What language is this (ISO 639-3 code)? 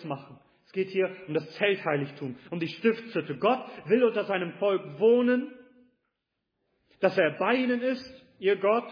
deu